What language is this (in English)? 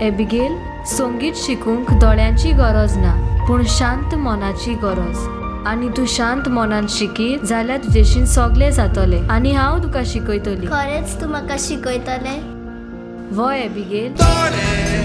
Konkani